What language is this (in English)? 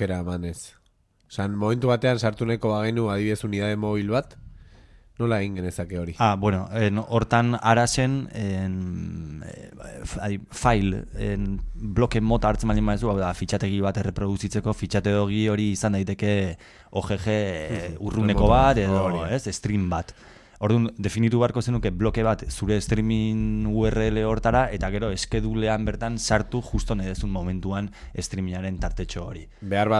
Basque